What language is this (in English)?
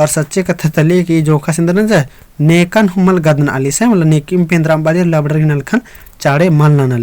Kurukh